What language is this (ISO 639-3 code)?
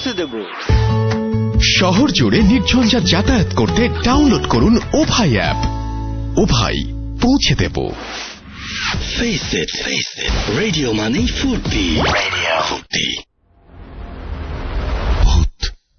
ben